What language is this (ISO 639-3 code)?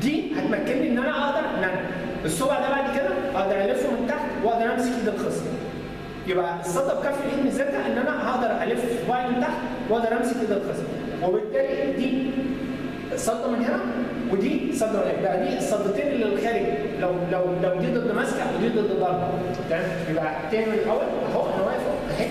arz